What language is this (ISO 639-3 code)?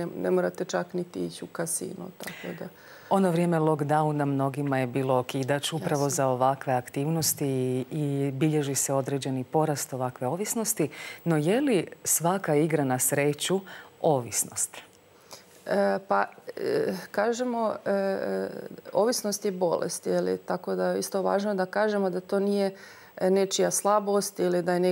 hrv